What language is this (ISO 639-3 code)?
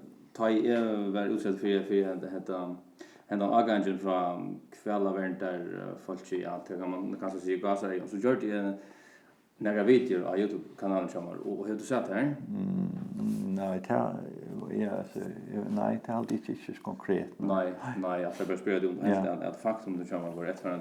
fao